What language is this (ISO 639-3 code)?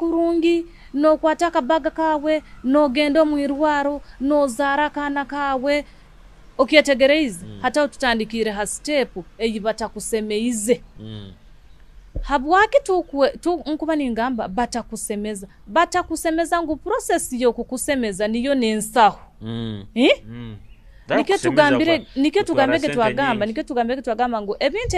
nyo